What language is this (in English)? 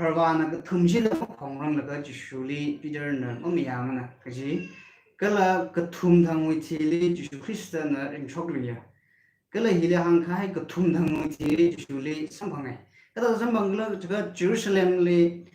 Tangkhul Naga (India)